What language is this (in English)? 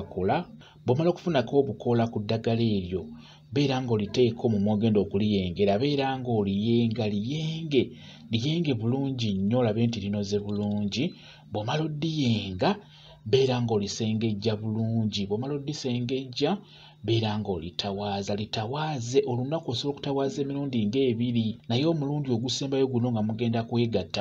Ganda